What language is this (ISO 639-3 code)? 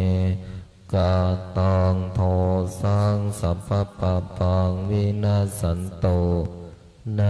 pli